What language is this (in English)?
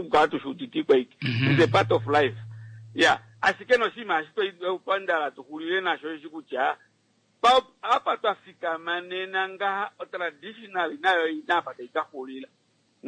Kuanyama